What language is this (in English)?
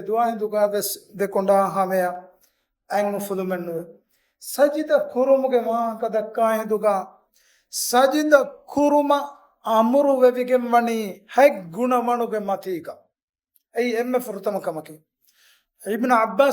Divehi